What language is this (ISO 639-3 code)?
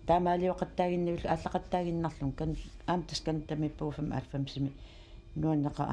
kal